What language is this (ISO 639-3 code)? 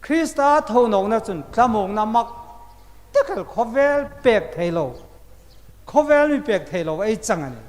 hmr